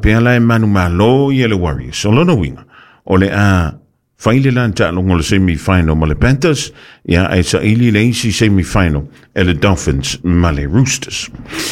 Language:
Samoan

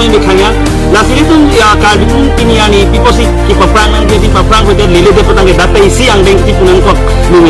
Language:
Karbi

